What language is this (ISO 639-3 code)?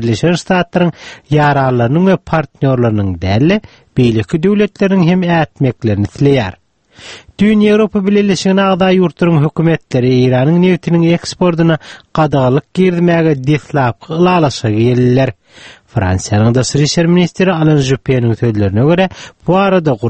tuk